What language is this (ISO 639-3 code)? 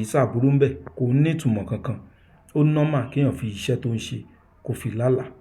yor